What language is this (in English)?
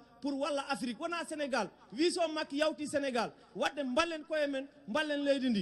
Fula